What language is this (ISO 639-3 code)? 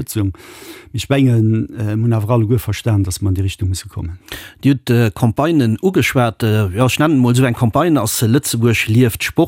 ltz